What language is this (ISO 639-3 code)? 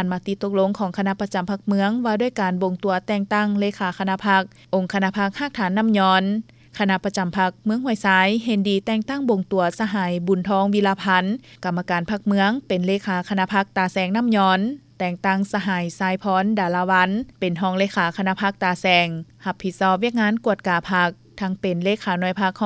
lao